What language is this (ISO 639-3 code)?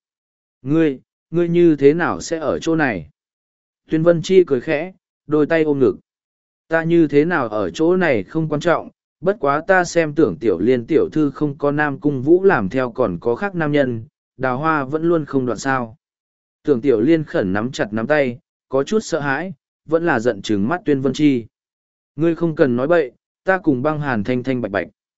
vie